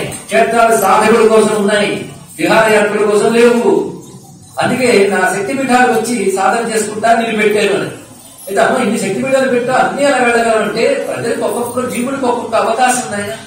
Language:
Telugu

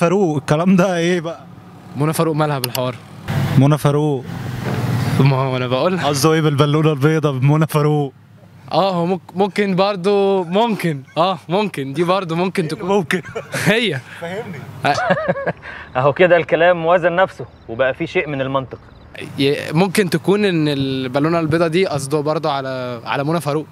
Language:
Egyptian Arabic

